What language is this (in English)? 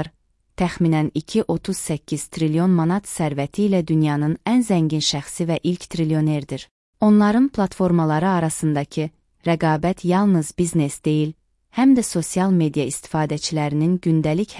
Azerbaijani